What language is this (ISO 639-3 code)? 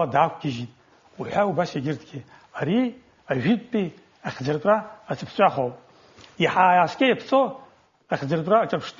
abk